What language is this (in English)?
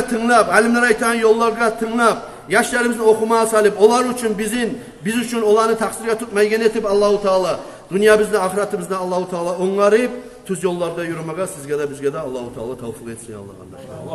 Kumyk